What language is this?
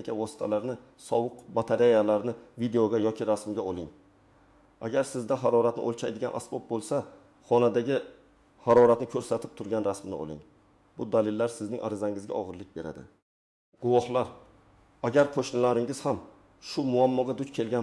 Uzbek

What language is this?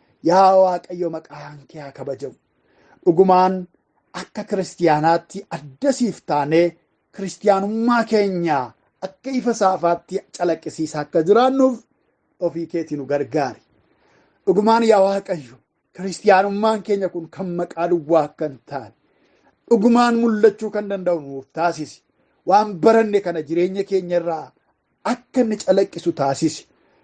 Oromo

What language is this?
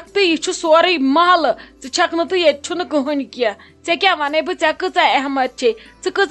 Kashmiri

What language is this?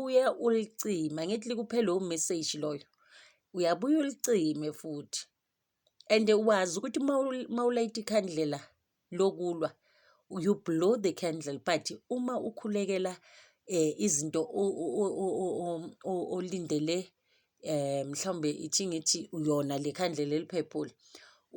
Zulu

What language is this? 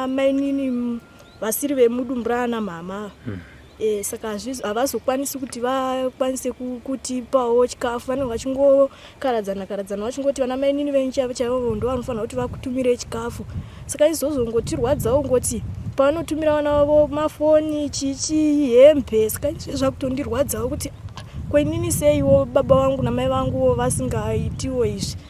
Shona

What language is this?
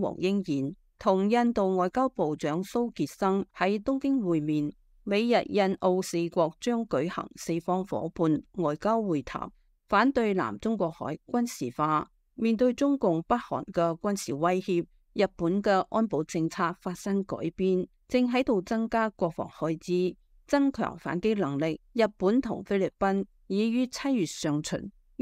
Cantonese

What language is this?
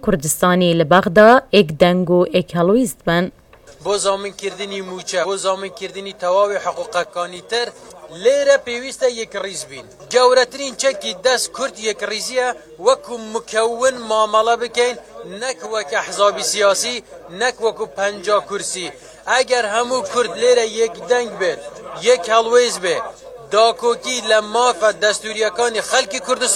Kurdish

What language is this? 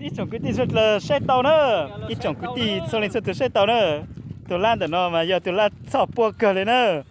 Hmong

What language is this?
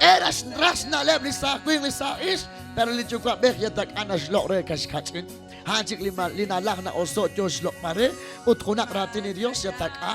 Kekchí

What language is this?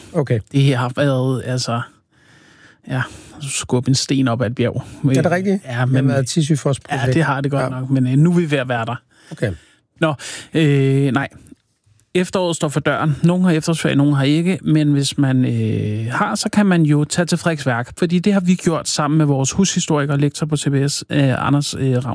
Danish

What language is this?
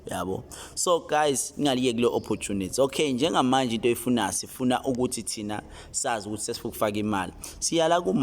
Zulu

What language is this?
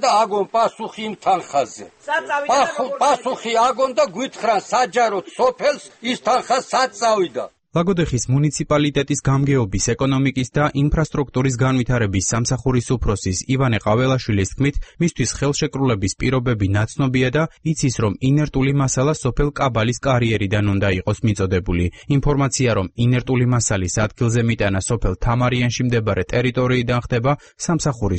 Georgian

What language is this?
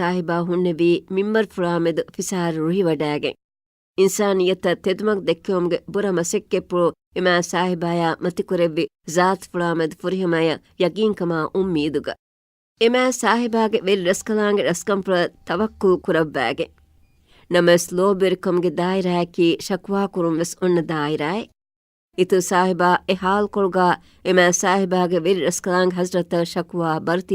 Divehi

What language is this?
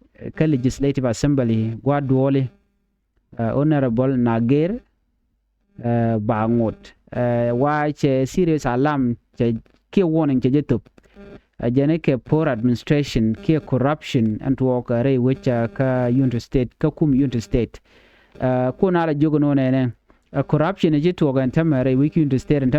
Nuer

